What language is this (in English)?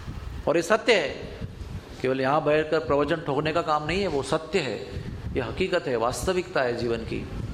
Hindi